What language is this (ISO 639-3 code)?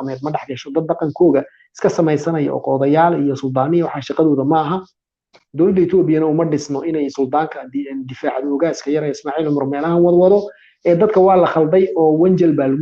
som